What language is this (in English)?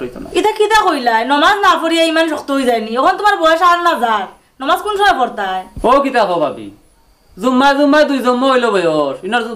Sylheti